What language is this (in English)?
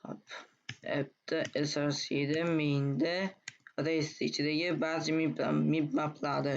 Uzbek